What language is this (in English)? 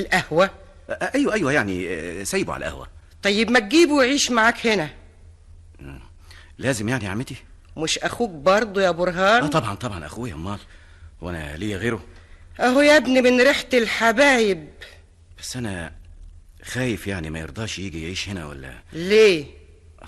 Egyptian Arabic